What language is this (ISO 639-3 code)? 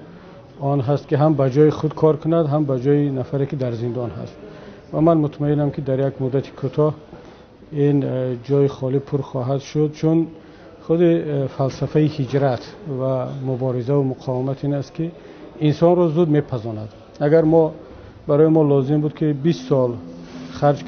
tgk